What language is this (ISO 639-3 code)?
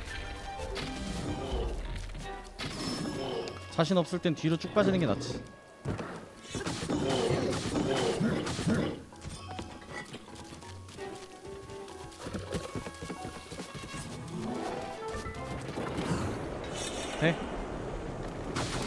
kor